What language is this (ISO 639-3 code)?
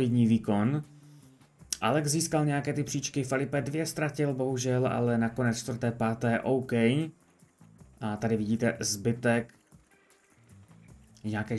ces